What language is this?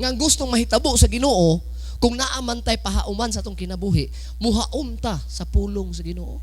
Cebuano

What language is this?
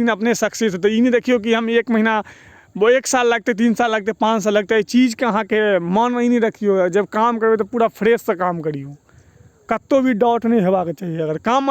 Maithili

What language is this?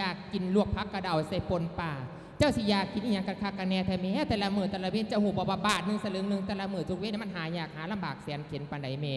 Lao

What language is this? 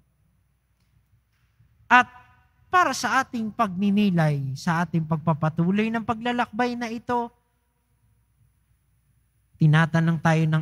Filipino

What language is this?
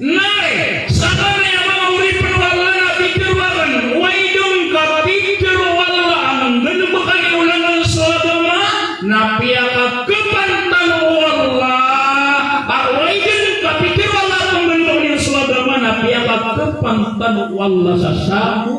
Maranao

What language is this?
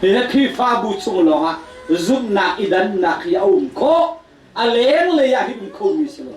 Hakha Chin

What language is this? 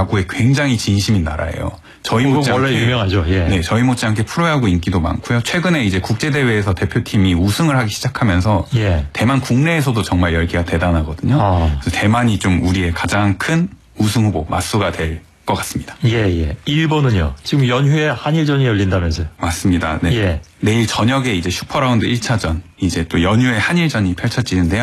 Korean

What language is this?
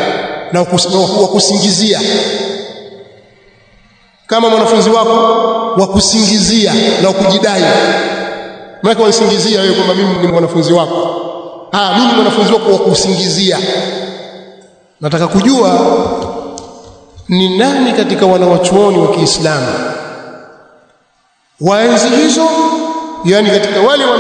Swahili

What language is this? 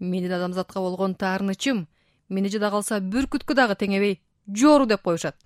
Kyrgyz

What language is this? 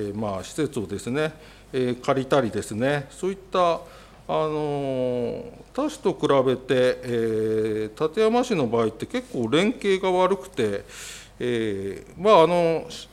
Japanese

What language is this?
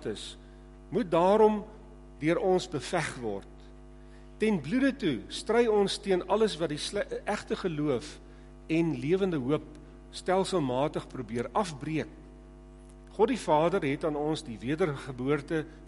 Afrikaans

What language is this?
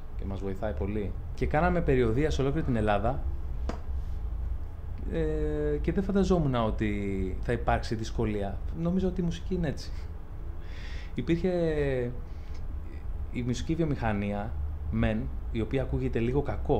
Greek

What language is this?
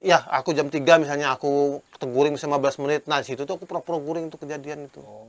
Banjar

